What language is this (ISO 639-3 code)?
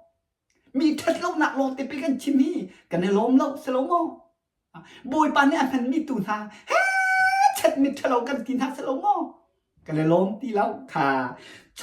cnh